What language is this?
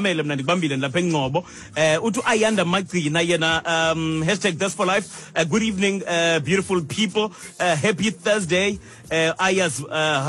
Xhosa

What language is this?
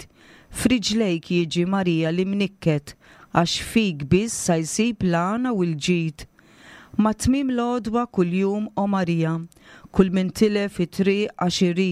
Maltese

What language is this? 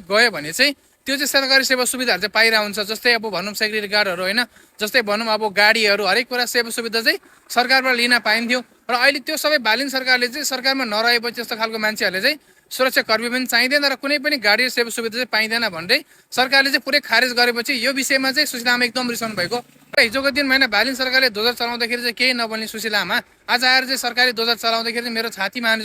Nepali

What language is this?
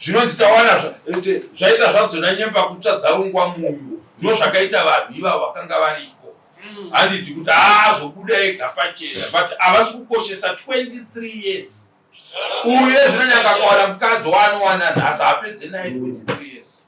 Shona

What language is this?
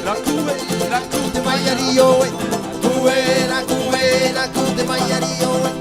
Tahitian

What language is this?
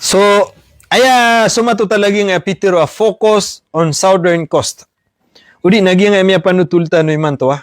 Maranao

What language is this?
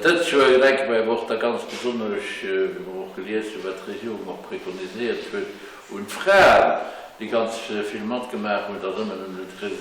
Luxembourgish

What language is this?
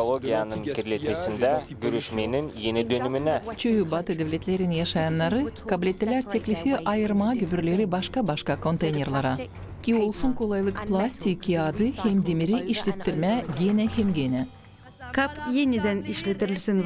Gagauz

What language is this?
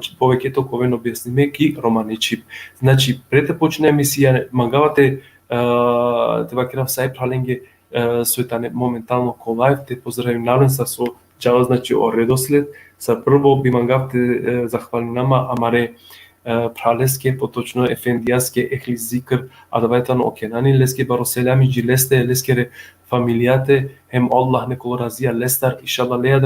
Balkan Romani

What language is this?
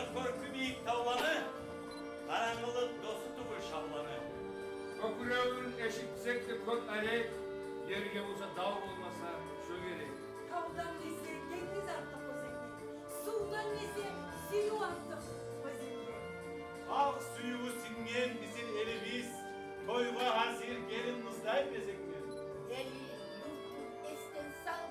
Kumyk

